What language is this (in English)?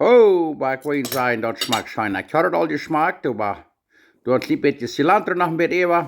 Plautdietsch